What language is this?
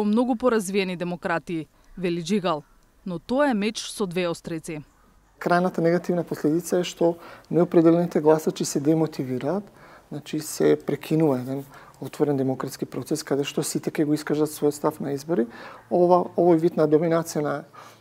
Macedonian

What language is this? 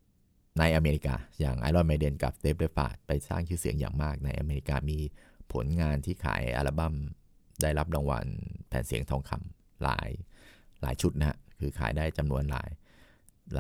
Thai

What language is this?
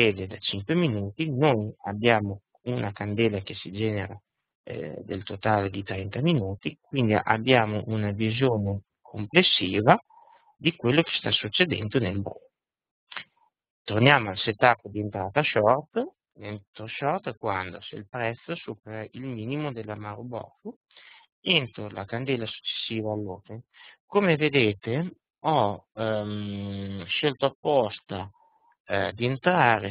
Italian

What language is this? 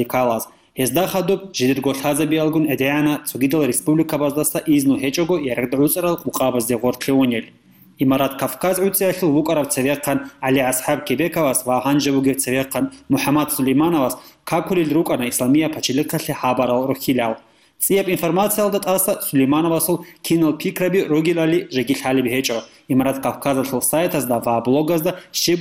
Avaric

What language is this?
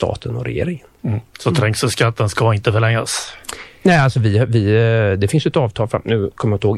Swedish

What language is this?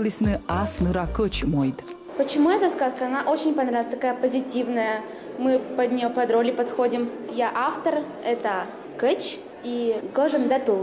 Komi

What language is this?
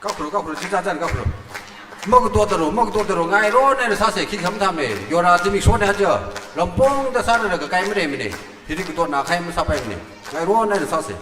Tangkhul Naga (India)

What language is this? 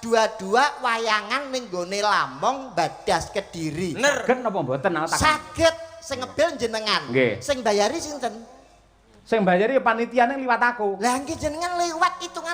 Javanese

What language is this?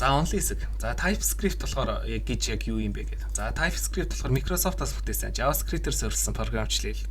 Mongolian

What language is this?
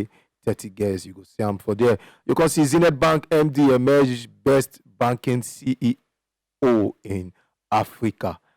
Nigerian Pidgin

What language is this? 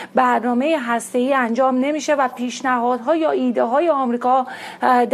Persian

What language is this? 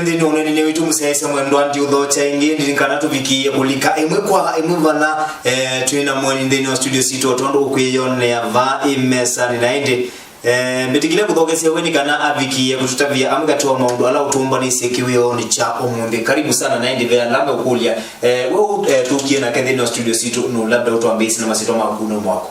Kamba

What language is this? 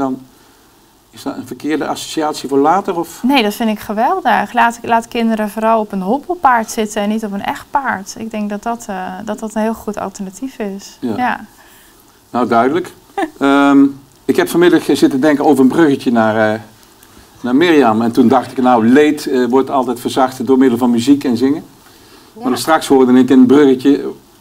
Dutch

